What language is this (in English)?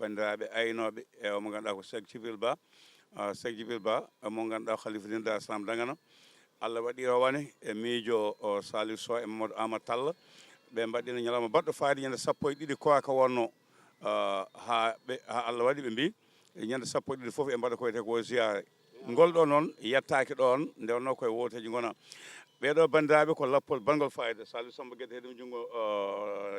Fula